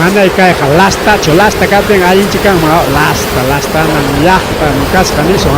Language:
Ayacucho Quechua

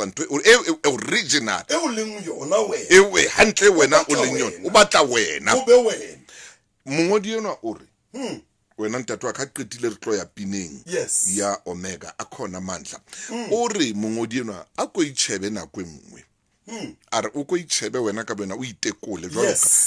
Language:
Southern Sotho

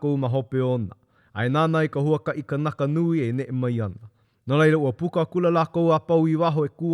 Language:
Hawaiian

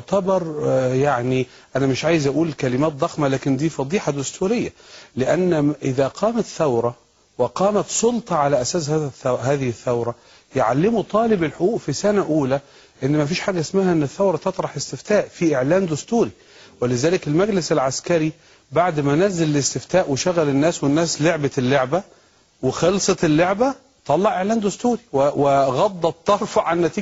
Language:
Egyptian Arabic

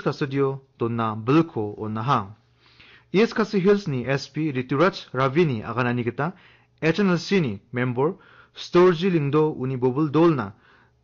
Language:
Garo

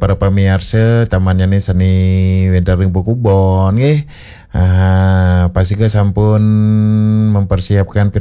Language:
Balinese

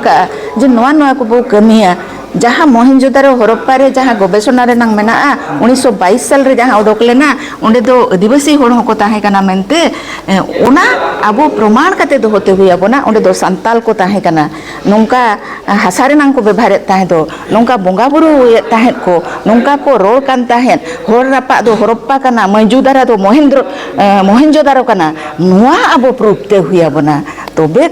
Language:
Santali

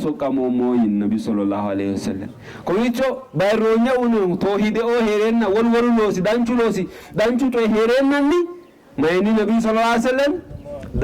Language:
Sidamo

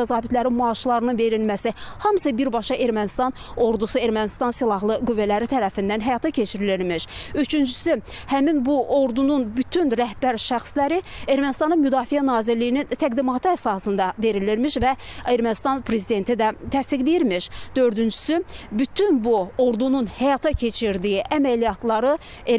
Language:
Azerbaijani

